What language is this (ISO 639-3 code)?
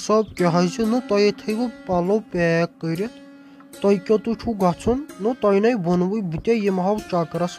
kas